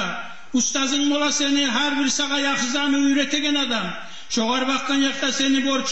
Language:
Kumyk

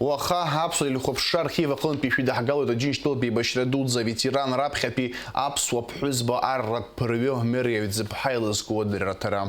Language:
Abkhazian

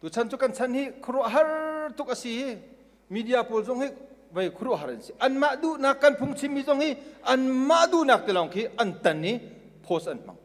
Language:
Hakha Chin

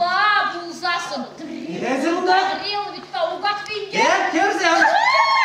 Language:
Chuvash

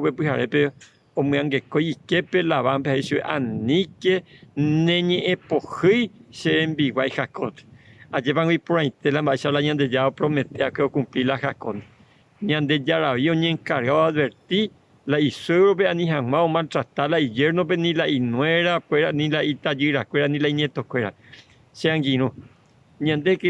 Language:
Guarani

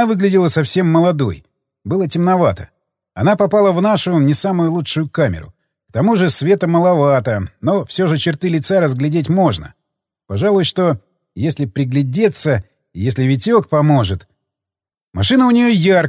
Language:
Russian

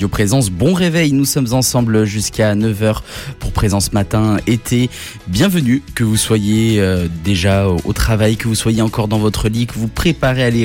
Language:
French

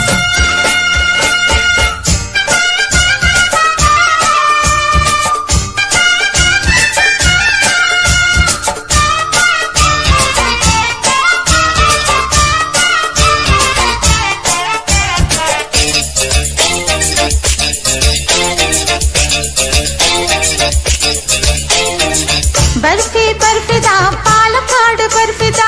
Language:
Tamil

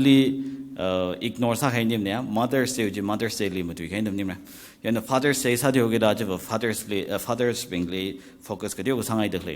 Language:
Tangkhul Naga (India)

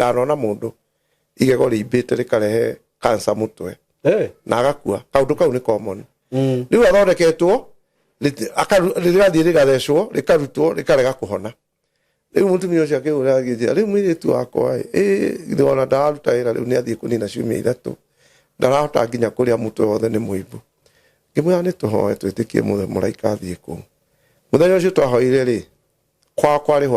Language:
Kikuyu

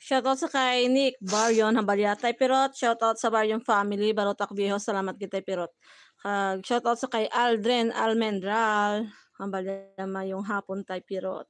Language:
Hiligaynon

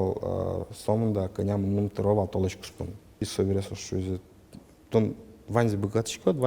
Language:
Udmurt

